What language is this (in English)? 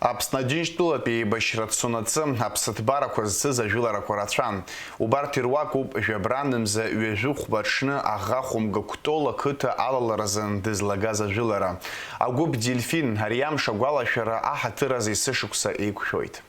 Abkhazian